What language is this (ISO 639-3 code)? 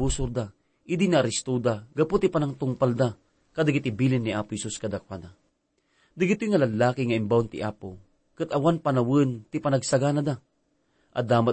ilo